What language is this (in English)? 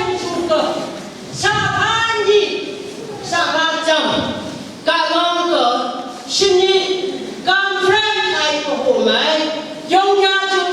Phom Naga